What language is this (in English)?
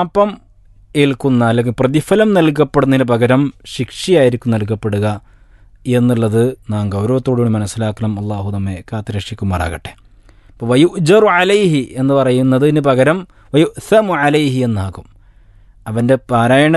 Malayalam